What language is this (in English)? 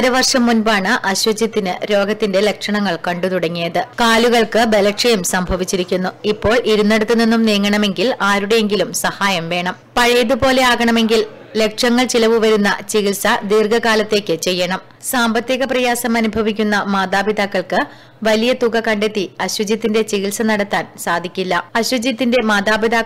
Malayalam